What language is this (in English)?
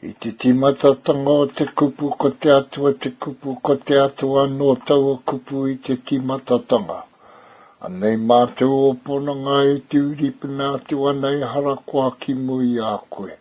Māori